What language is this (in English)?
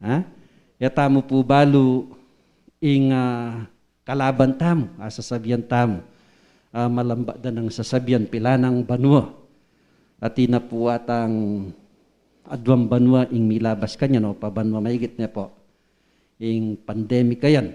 Pampanga